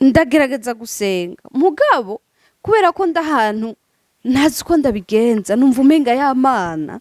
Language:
Rundi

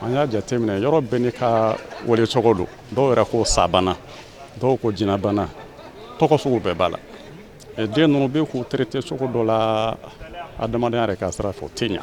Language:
Bambara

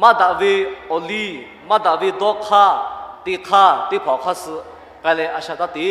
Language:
Lahu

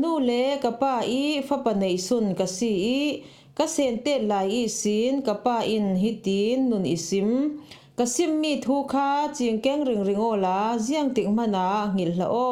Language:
Falam Chin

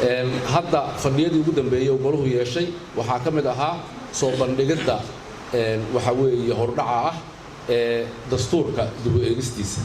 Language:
Somali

